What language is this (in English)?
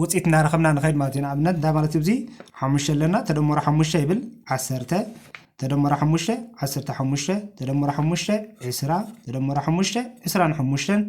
Tigrinya